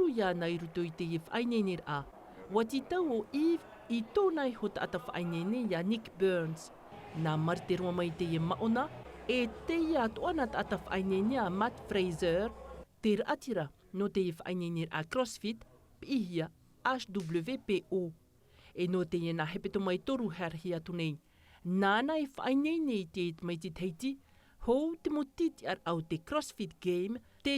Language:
Tahitian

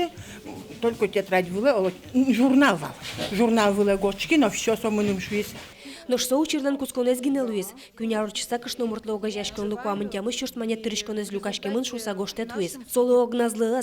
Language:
Udmurt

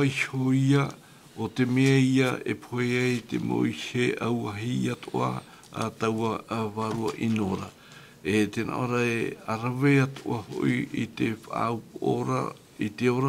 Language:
Tahitian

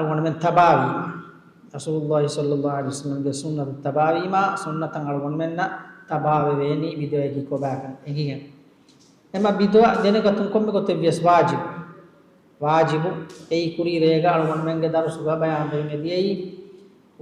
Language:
Divehi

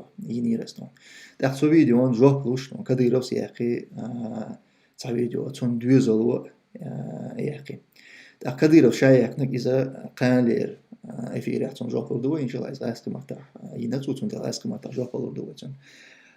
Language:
Chechen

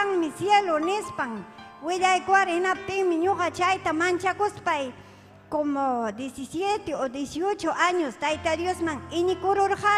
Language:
Ayacucho Quechua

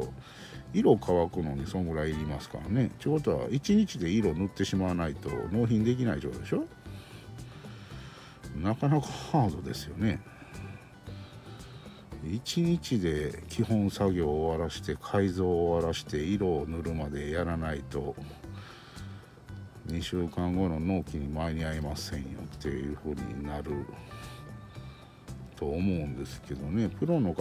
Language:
Japanese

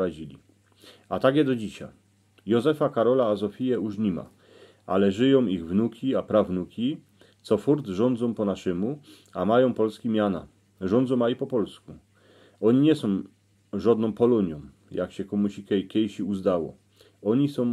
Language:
Silesian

